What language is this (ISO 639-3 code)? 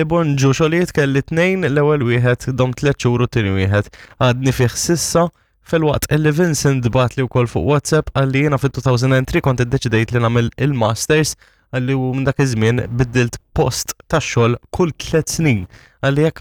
mlt